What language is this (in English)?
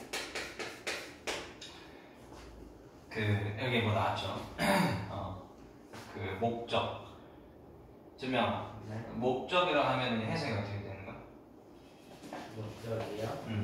Korean